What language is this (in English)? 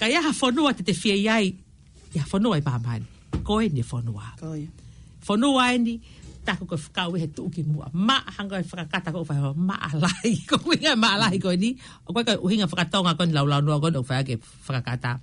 Tongan